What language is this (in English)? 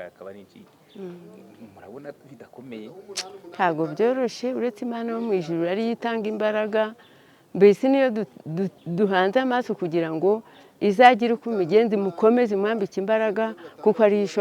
Kinyarwanda